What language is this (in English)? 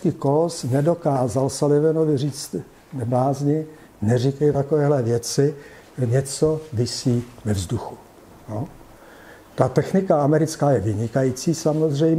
Czech